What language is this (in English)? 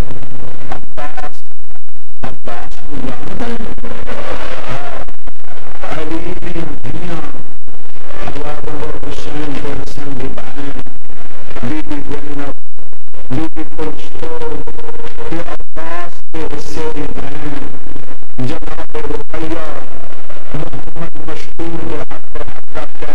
Urdu